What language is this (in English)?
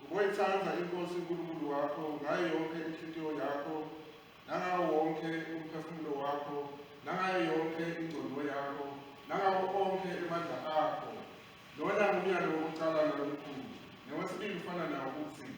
Swati